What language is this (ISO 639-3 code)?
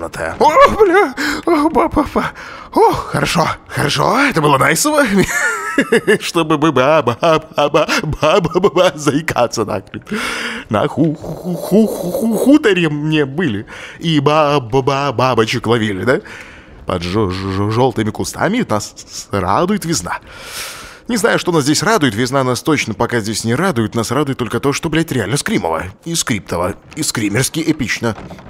rus